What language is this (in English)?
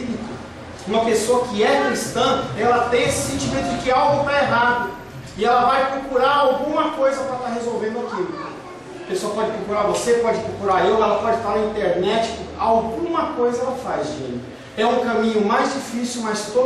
Portuguese